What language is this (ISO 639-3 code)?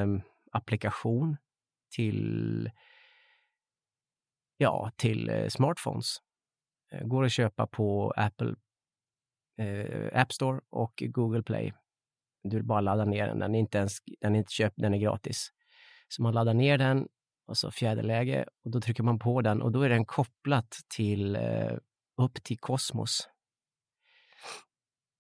swe